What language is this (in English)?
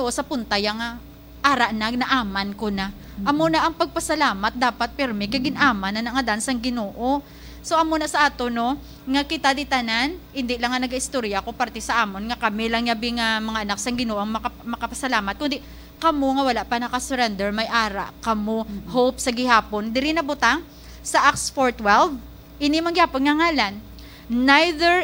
Hiligaynon